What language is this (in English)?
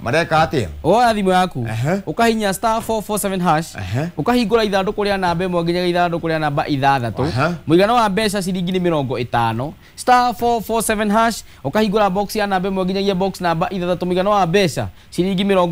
Kikuyu